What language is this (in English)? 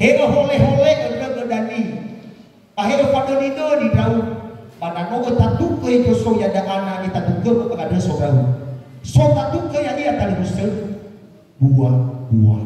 Nias